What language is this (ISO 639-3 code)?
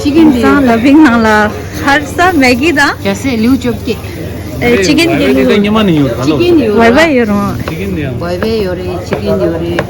bod